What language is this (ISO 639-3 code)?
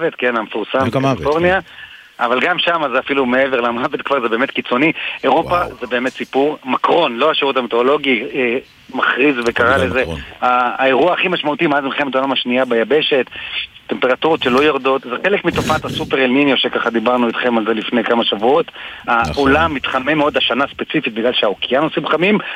heb